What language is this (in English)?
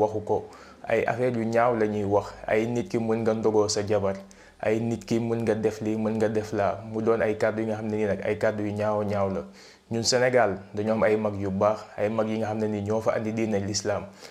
Wolof